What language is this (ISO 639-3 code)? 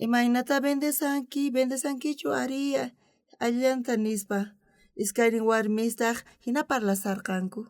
quh